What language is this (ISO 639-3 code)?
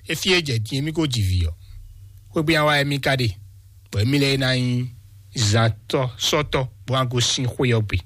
fon